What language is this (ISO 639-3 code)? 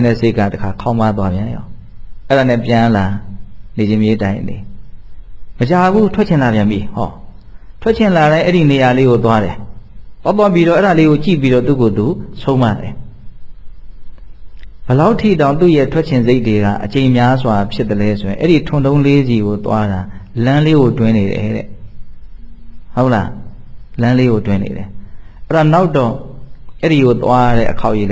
mya